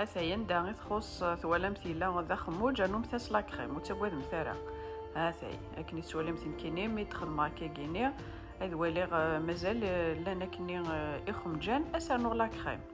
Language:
Kabyle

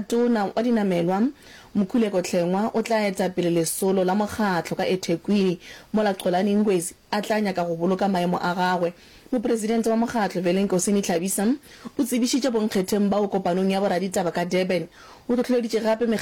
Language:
Northern Sotho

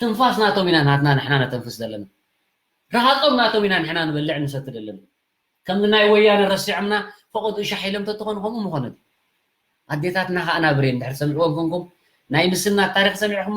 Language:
Tigrinya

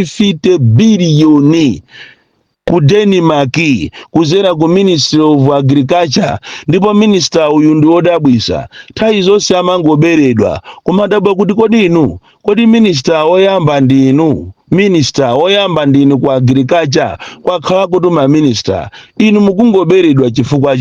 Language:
Nyanja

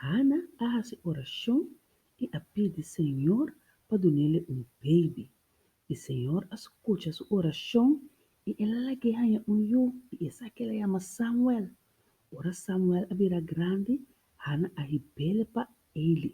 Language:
Papiamento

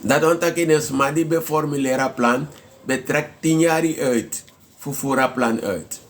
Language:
Sranan Tongo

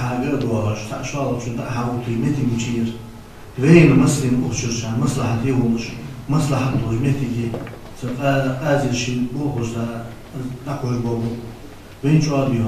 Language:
Ingush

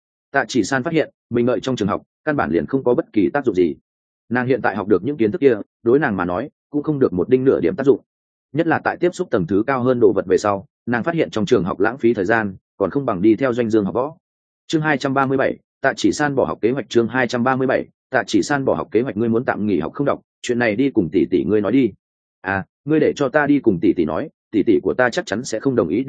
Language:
Vietnamese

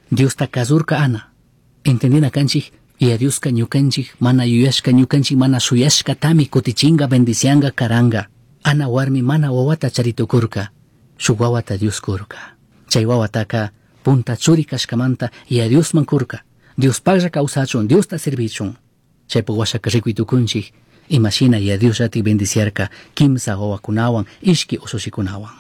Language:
Chimborazo Highland Quichua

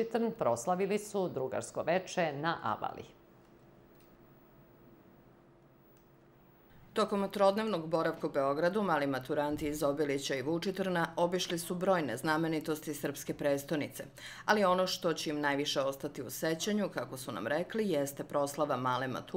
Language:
Serbian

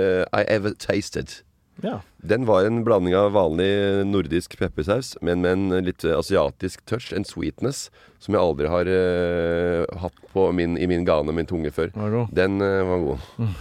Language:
Norwegian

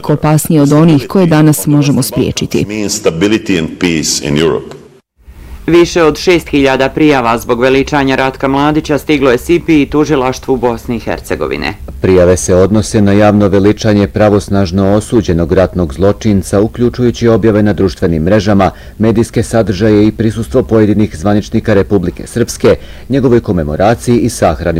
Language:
Bosnian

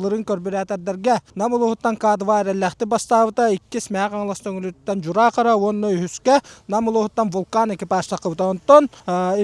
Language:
Yakut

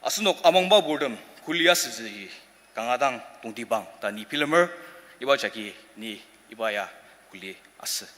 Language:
Ao Naga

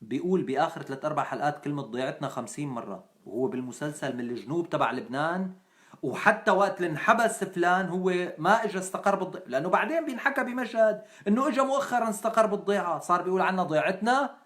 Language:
North Levantine Arabic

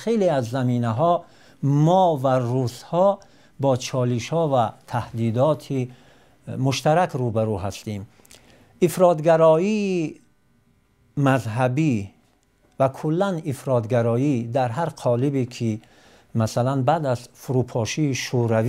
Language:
Tajik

